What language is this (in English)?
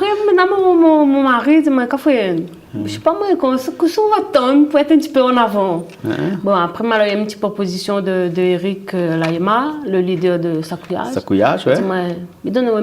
Réunion Creole French